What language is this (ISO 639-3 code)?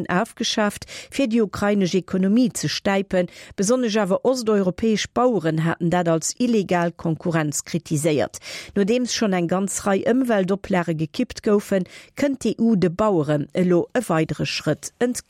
ltz